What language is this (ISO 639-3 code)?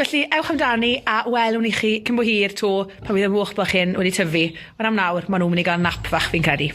cym